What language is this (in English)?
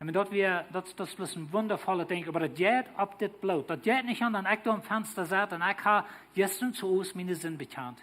Plautdietsch